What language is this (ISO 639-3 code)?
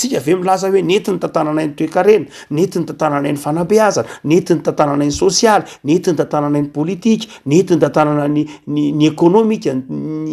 mlg